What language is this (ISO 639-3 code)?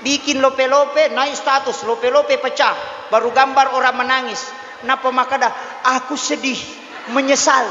bug